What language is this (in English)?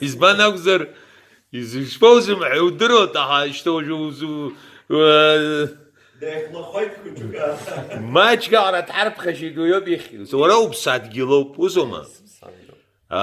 Abkhazian